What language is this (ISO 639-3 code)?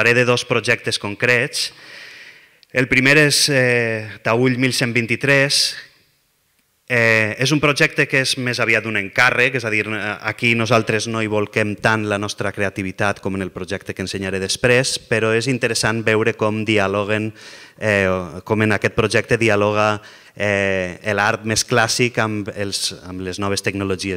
cat